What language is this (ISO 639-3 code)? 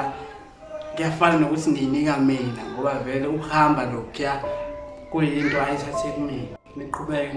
zul